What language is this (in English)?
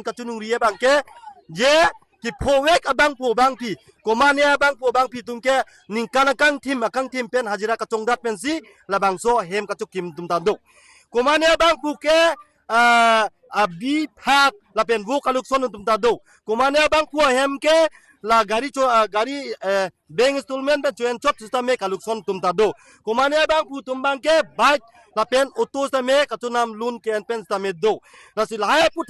Karbi